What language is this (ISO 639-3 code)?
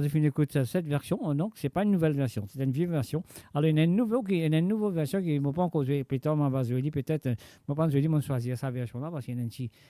mfe